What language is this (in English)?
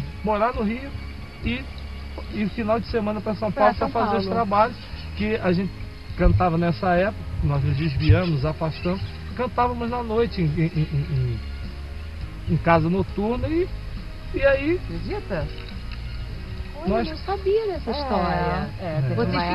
Portuguese